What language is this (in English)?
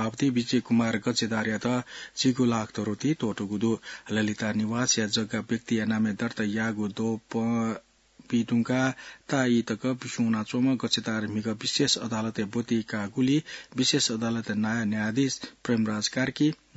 Newari